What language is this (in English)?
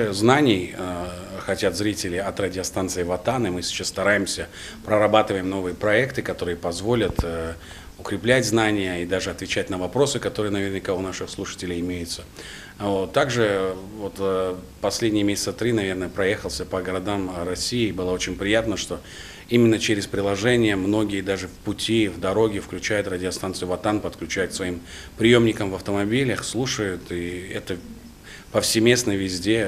Russian